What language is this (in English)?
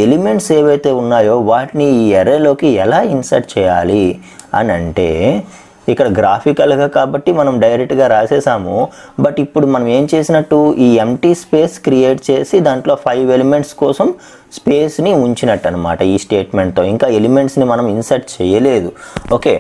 Telugu